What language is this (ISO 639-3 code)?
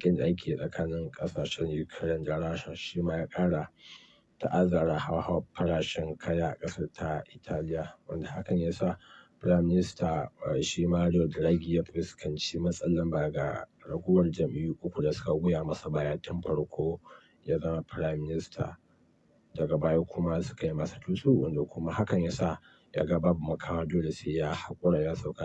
hau